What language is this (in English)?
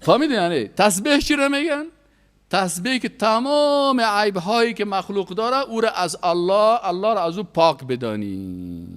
Persian